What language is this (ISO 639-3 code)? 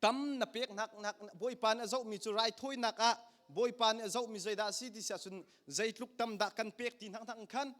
cnh